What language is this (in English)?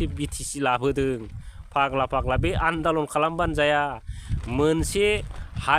Bodo